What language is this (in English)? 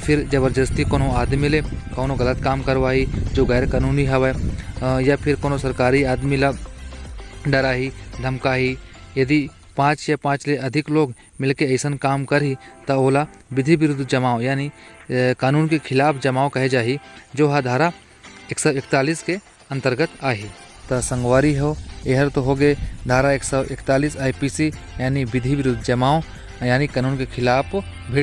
Chhattisgarhi